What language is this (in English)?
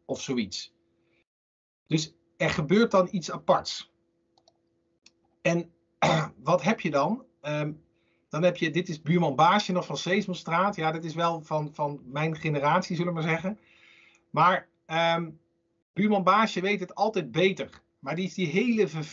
Dutch